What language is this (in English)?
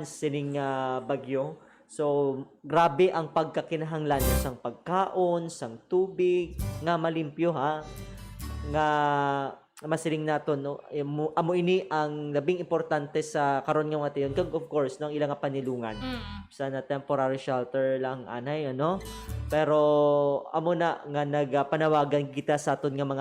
Hiligaynon